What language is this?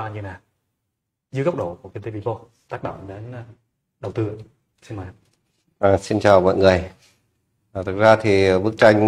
Vietnamese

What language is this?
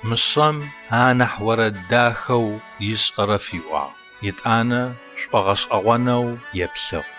Adyghe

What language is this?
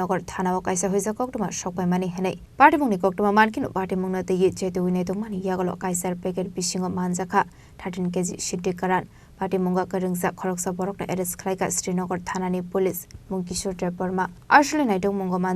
Kok Borok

